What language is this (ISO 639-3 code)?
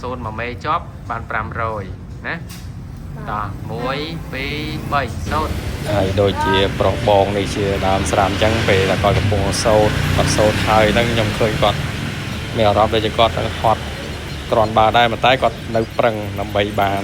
khm